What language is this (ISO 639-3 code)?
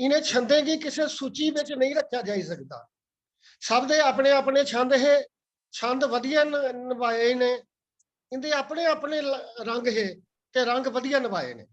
doi